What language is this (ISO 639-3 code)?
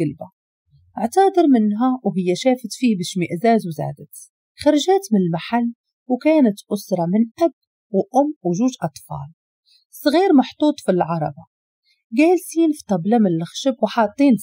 ary